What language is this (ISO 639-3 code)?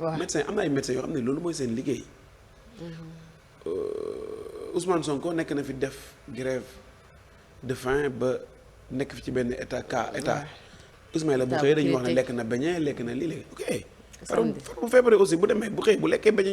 wol